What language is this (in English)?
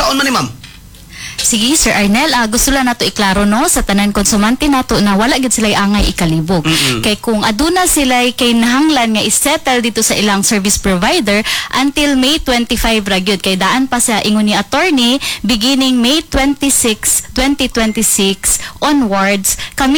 Cebuano